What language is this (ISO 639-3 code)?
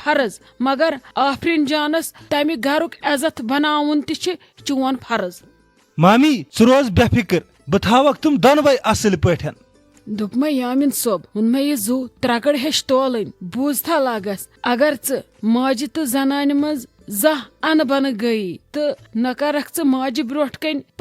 kas